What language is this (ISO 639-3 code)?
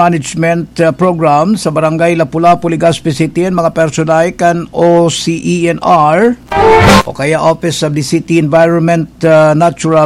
bik